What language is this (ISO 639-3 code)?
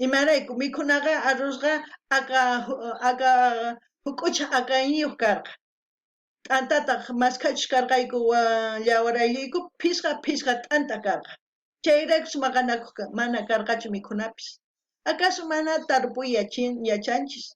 quh